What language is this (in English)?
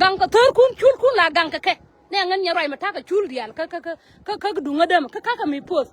Nuer